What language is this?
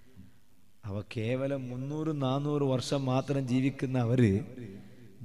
Malayalam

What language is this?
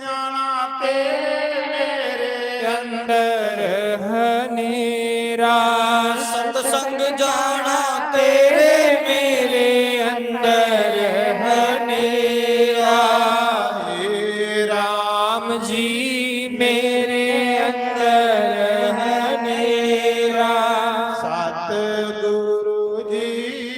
Dogri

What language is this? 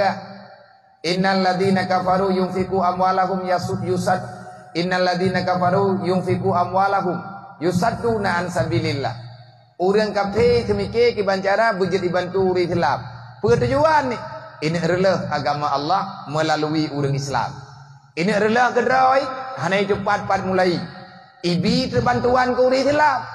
Achinese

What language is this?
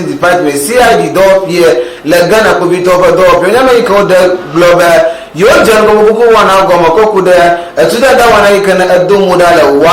Ewe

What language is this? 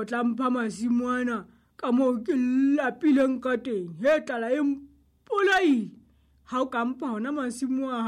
Southern Sotho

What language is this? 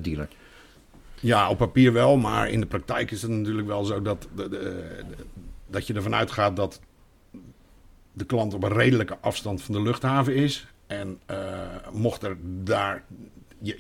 Dutch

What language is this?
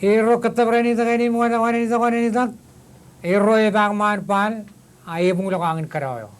Marshallese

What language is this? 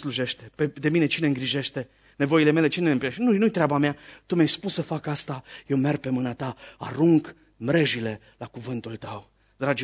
Romanian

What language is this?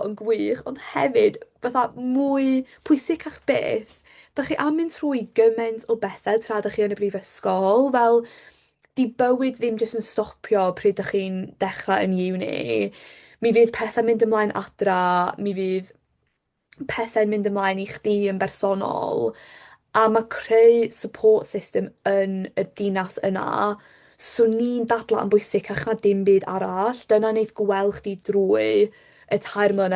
Welsh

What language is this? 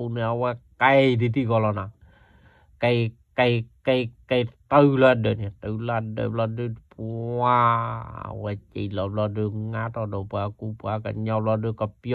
S'gaw Karen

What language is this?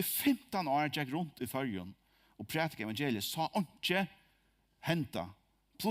Faroese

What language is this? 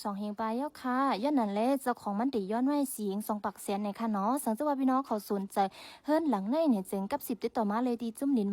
Shan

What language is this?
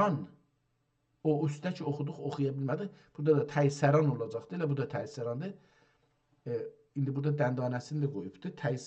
South Azerbaijani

